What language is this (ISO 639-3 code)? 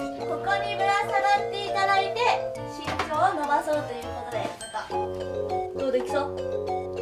jpn